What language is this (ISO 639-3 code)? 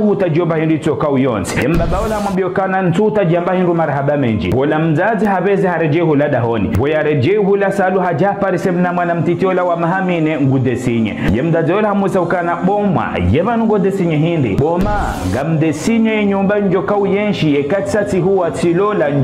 zdj